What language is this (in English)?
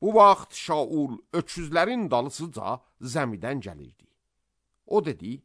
Azerbaijani